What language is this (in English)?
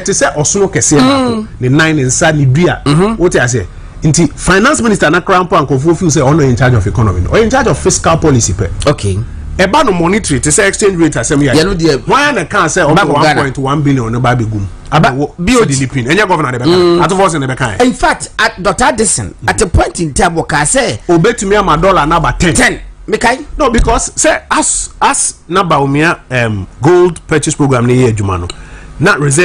Akan